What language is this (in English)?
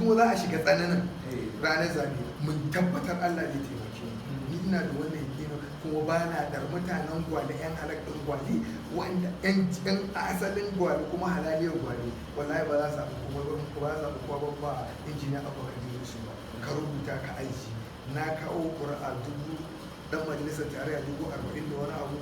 Hausa